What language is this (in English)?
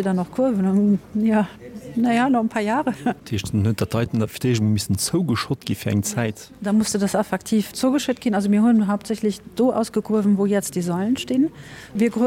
Luxembourgish